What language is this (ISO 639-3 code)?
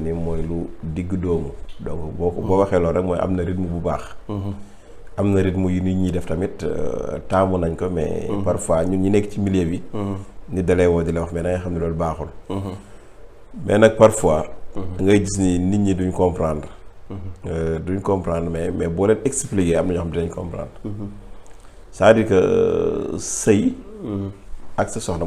wol